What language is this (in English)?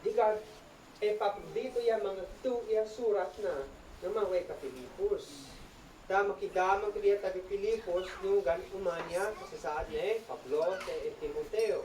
Isnag